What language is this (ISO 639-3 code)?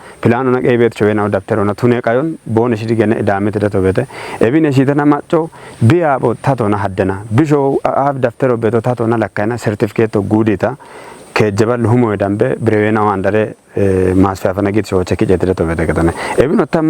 kbr